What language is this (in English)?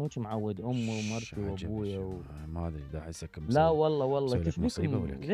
Mesopotamian Arabic